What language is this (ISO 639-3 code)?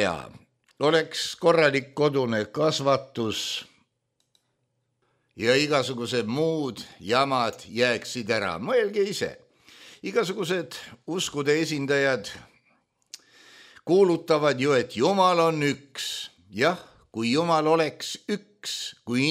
est